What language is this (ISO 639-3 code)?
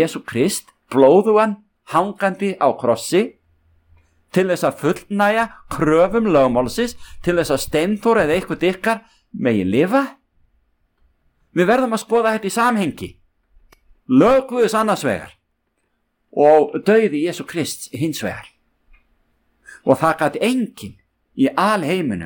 isl